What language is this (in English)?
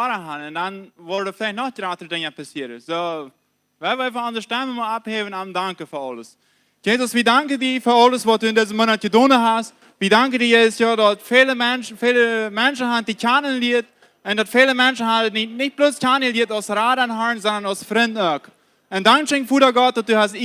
Plautdietsch